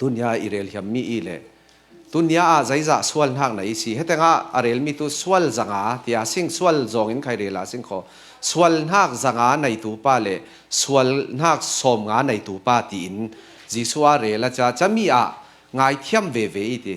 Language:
Falam Chin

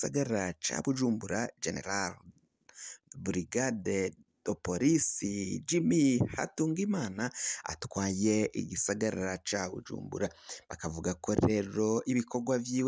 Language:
Rundi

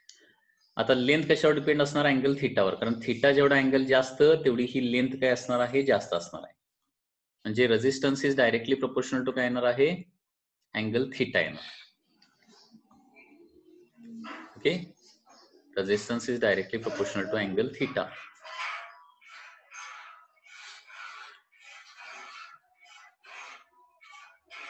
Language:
Marathi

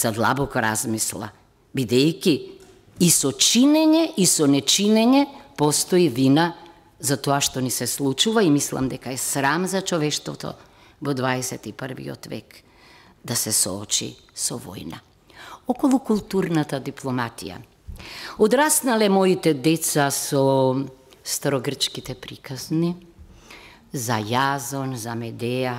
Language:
Macedonian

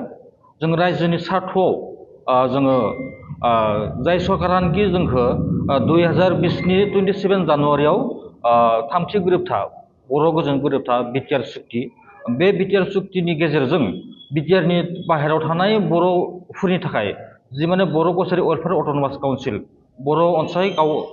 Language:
Bodo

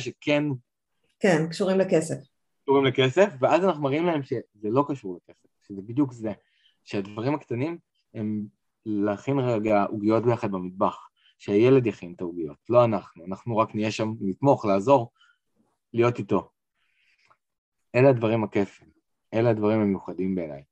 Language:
Hebrew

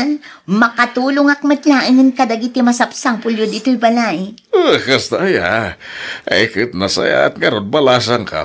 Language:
Iloko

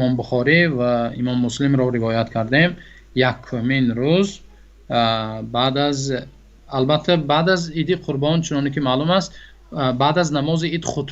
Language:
Tajik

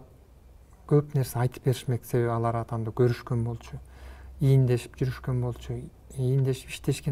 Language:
Kyrgyz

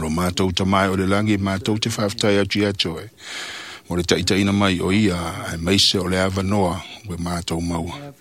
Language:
Samoan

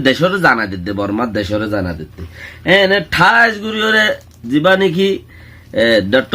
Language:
Rohingya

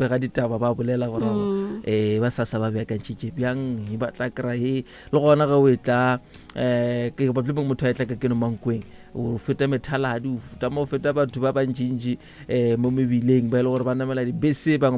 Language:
Northern Sotho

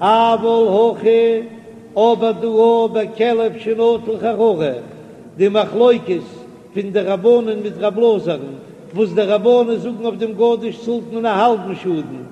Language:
Yiddish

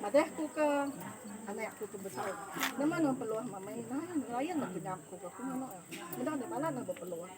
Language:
Iban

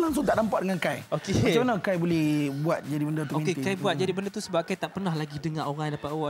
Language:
Malay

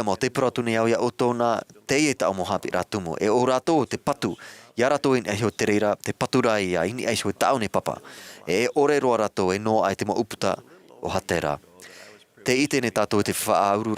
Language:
Tahitian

